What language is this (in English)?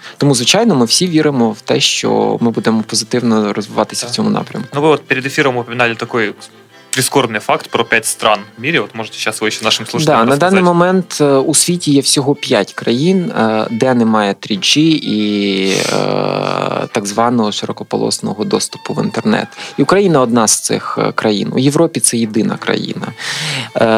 Ukrainian